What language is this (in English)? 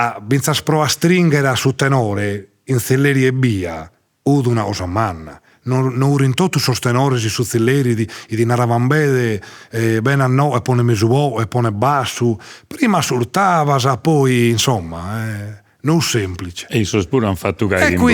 Sardinian